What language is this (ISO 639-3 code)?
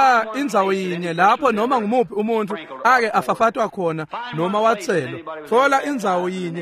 ssw